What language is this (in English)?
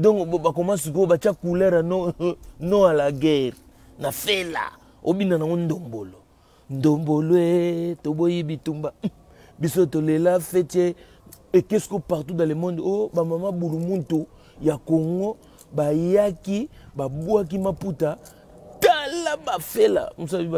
Lingala